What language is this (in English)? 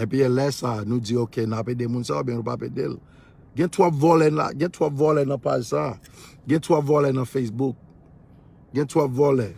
Haitian Creole